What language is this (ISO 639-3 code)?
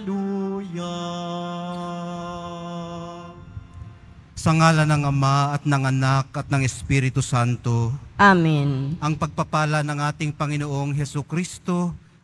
fil